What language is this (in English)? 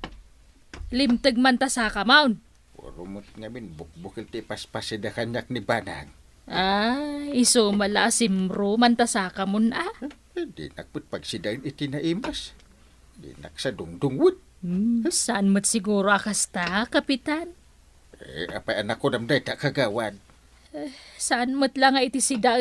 Iloko